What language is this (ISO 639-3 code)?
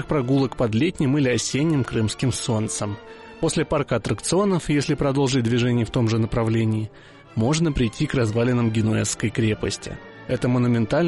rus